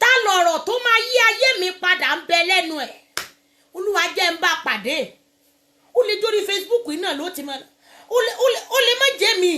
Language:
Yoruba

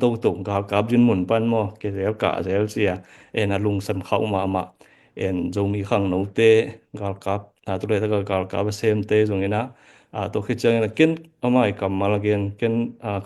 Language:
Tedim Chin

